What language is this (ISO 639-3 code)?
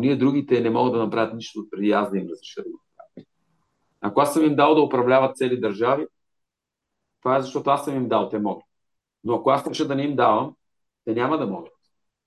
bul